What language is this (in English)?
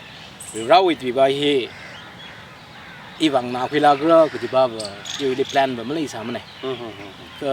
Tangkhul Naga (India)